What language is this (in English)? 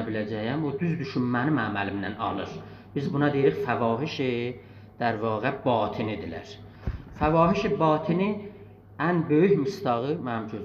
South Azerbaijani